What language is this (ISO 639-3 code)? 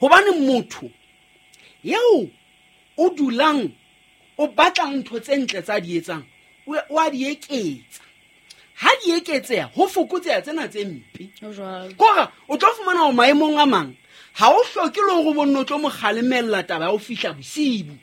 sot